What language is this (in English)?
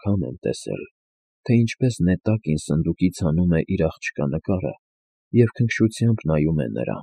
Armenian